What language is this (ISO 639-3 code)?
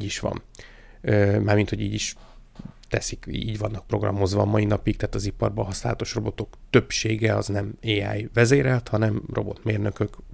hun